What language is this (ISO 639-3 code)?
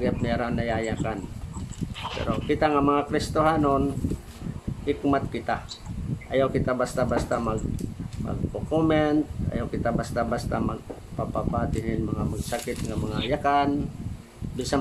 war